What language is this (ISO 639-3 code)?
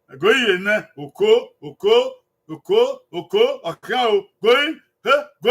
bin